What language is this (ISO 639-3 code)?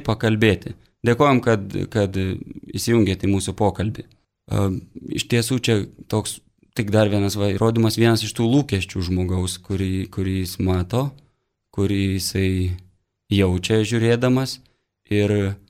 lit